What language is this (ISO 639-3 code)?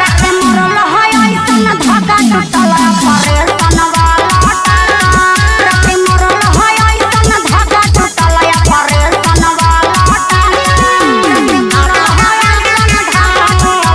bho